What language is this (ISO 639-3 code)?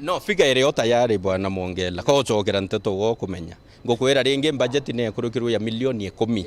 mer